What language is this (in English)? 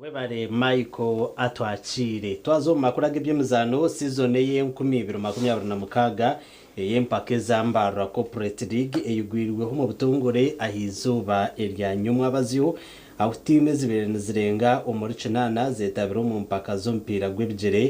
Nyankole